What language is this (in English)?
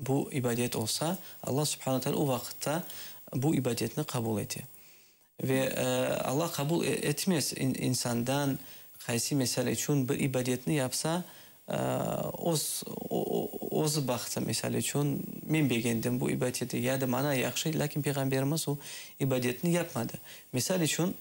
Crimean Tatar